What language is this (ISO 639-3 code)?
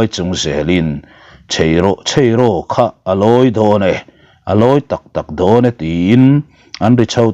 lus